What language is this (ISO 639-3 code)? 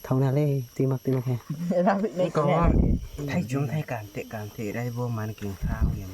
ria